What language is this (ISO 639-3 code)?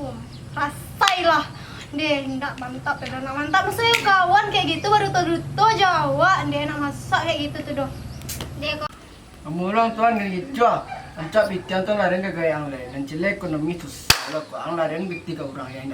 min